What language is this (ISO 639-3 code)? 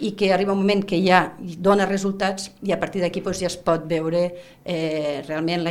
cat